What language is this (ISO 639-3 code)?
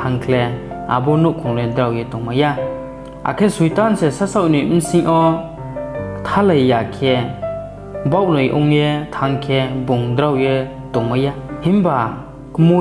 ria